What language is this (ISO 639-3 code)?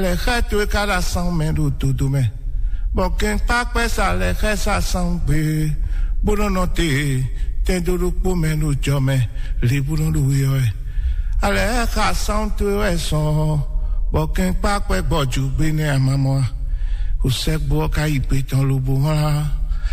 fon